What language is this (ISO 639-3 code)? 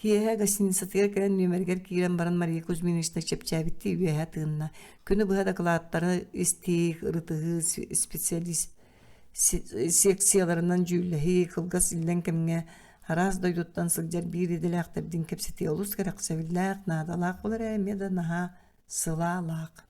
sah